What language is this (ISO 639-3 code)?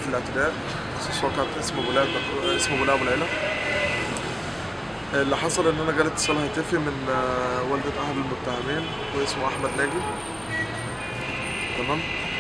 arz